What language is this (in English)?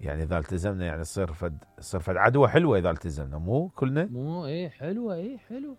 Mesopotamian Arabic